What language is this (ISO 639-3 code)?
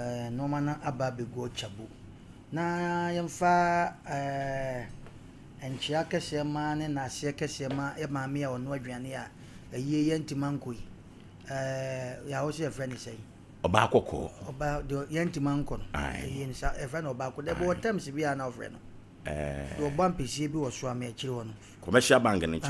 aka